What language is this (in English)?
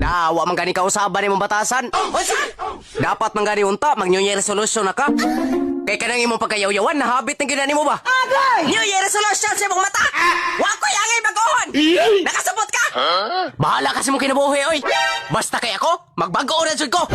Cebuano